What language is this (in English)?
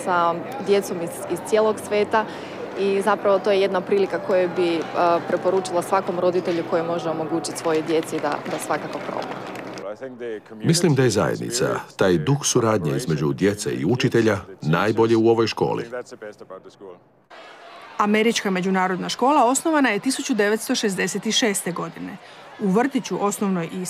Croatian